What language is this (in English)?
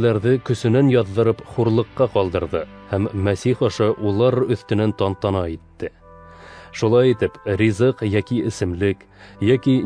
Bashkir